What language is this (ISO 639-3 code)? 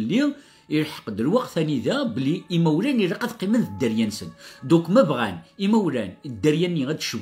kab